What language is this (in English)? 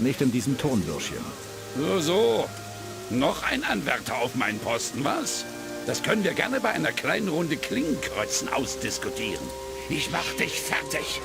Bavarian